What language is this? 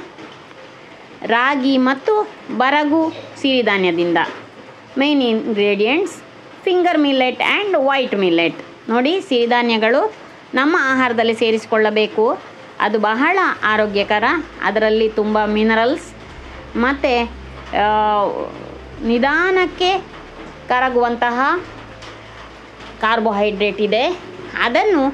Kannada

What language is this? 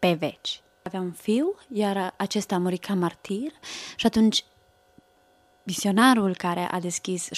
Romanian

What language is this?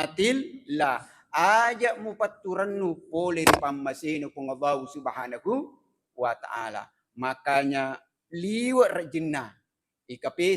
Buginese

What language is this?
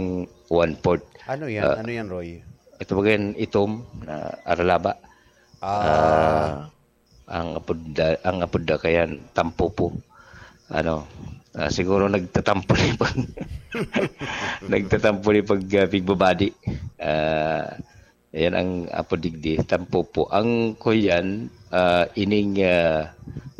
Bikol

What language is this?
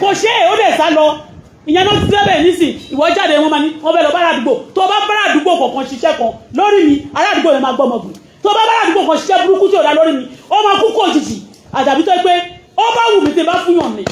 Yoruba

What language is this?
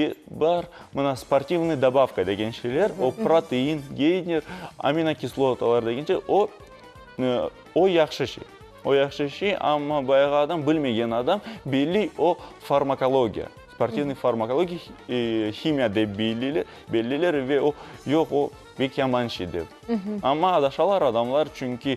Crimean Tatar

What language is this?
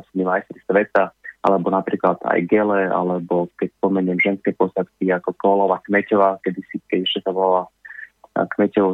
Slovak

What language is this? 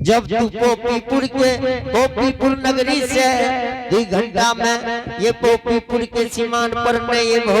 Angika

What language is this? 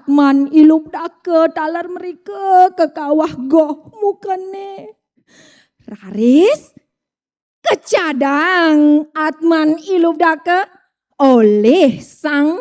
Balinese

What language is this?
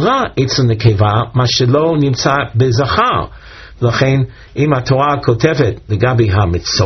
Hebrew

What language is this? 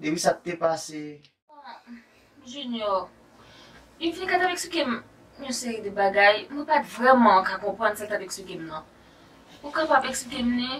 Haitian Creole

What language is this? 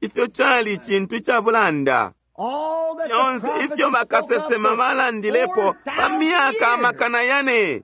Bemba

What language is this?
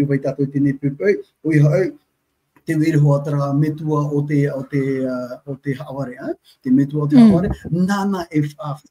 Tahitian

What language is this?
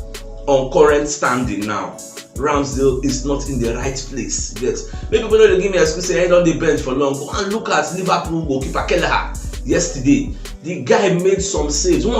Nigerian Pidgin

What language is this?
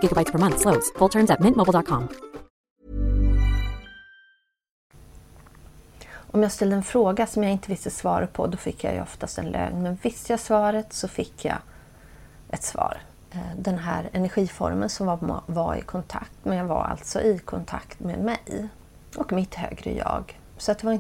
Swedish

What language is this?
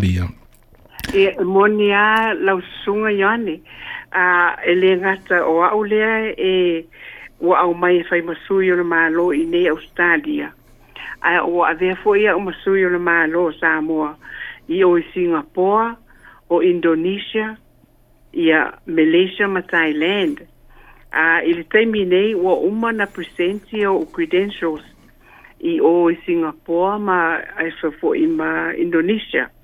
Samoan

